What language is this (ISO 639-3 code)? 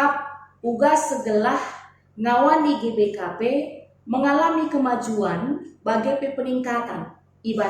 btx